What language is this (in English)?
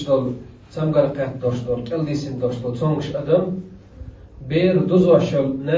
Chechen